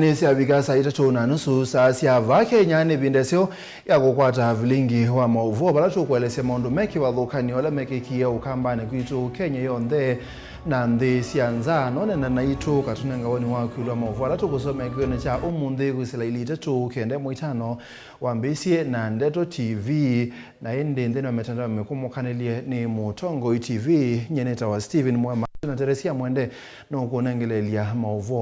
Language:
Kamba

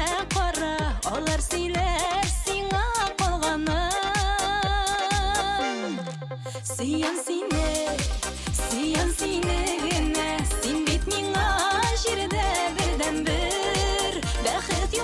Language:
Tatar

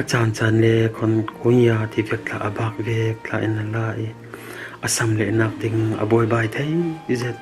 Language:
Falam Chin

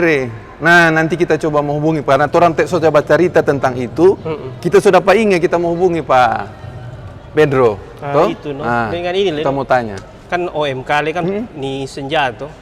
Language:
Manado Malay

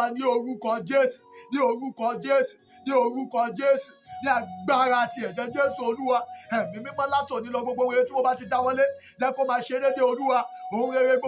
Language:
Yoruba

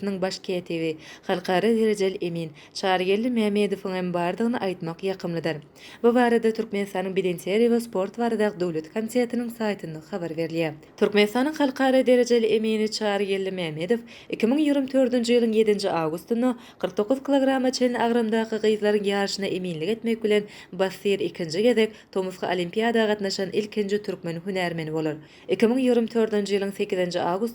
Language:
Turkmen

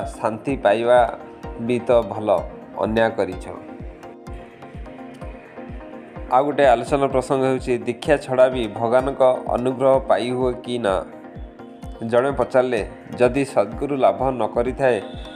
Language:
Odia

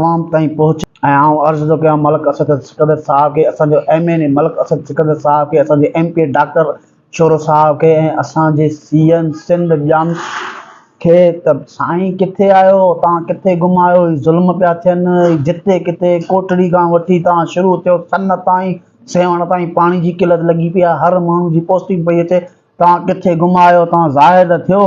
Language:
Sindhi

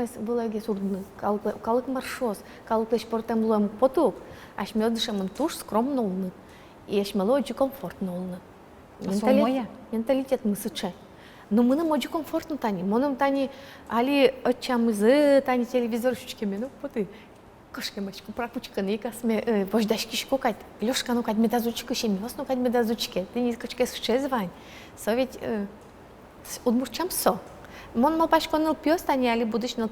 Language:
Udmurt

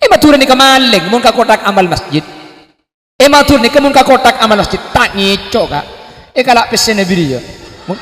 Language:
Madurese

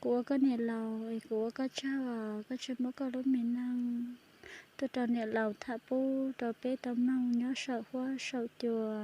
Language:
Hmong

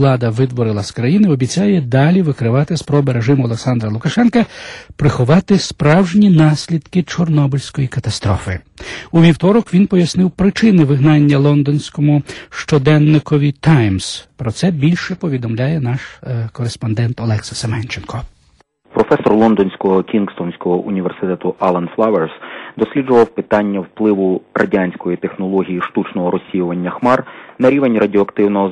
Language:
Ukrainian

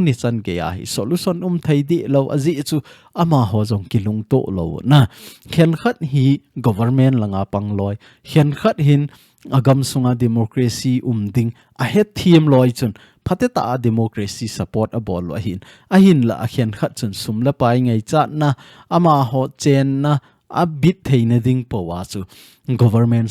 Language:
Thado Chin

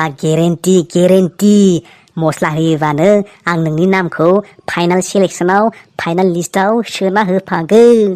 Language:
Bodo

